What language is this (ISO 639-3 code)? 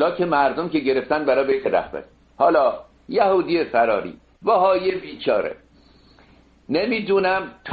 fas